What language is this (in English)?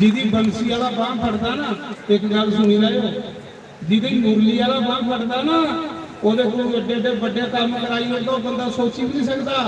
Dogri